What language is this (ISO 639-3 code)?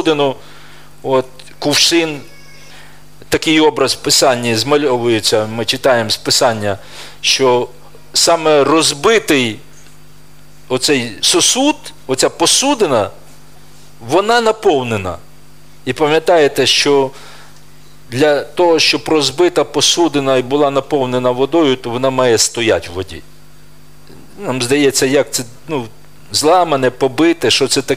ukr